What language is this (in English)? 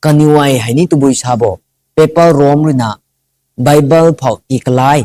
Rongmei Naga